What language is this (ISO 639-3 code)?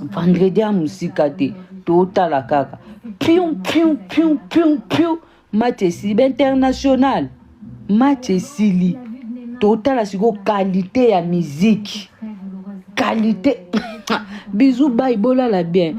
lin